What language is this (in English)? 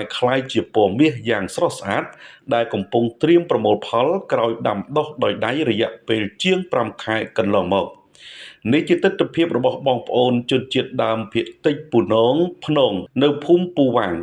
Khmer